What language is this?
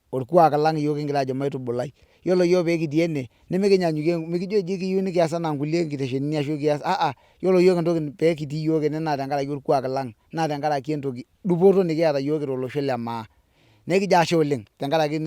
Masai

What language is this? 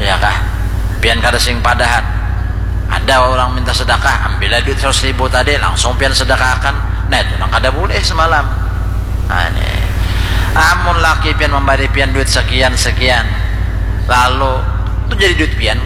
Banjar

